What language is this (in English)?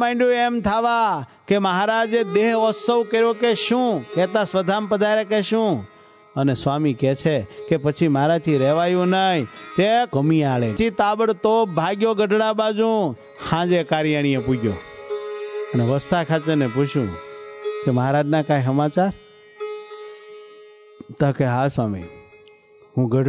Gujarati